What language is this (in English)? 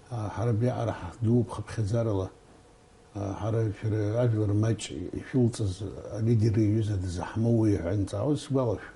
Abkhazian